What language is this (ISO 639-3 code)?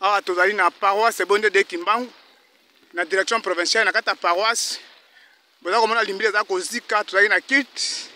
lin